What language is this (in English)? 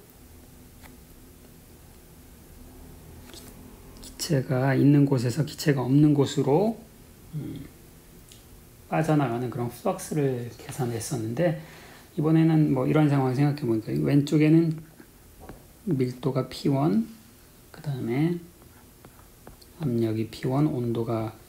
Korean